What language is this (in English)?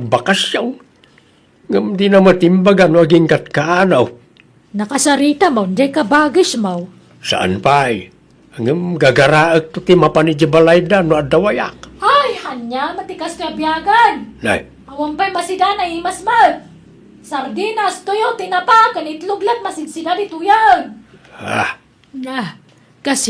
Iloko